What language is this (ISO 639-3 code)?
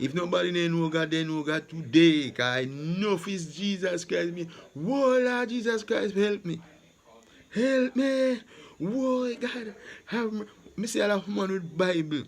jam